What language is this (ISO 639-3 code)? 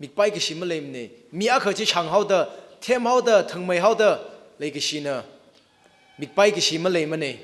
nmf